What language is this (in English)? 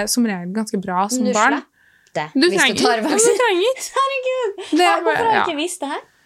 Norwegian